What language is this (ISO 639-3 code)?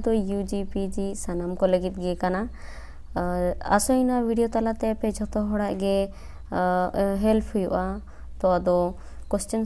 sat